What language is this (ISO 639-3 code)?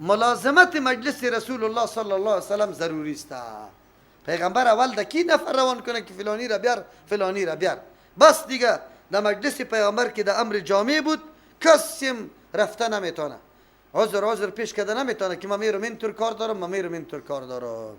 fas